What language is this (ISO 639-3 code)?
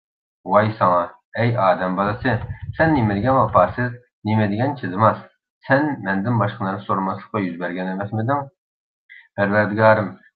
uig